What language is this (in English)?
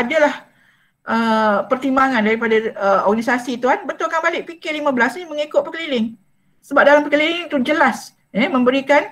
Malay